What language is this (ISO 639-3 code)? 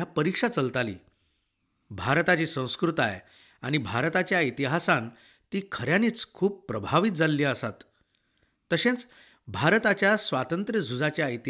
kok